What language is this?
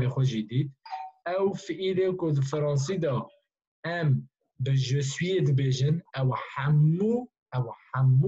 Kurdish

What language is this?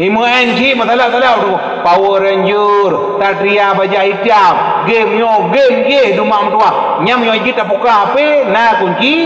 Achinese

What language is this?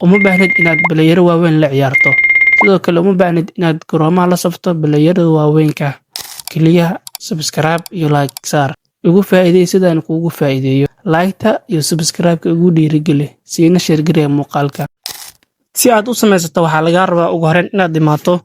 Somali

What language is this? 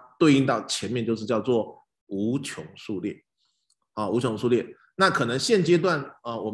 Chinese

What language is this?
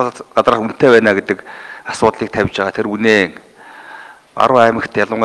Mongolian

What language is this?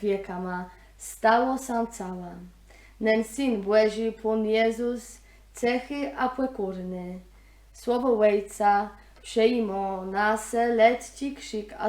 Kashubian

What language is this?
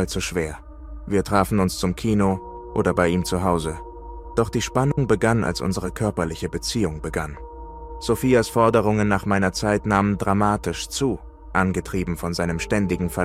German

